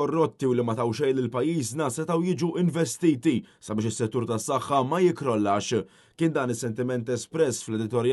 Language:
Maltese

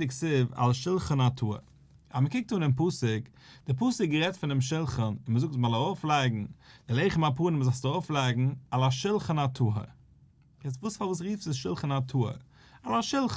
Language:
Yiddish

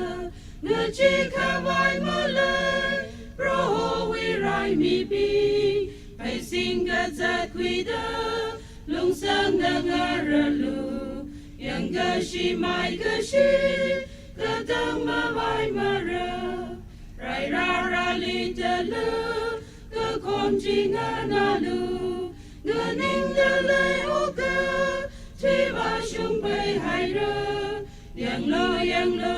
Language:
Tangkhul Naga (India)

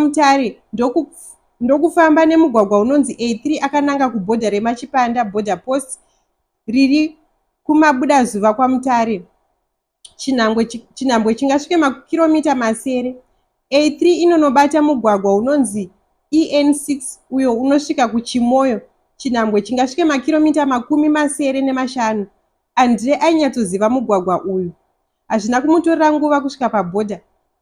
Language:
Shona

